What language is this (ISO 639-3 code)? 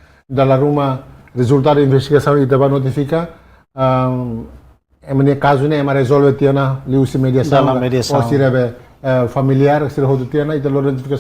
tet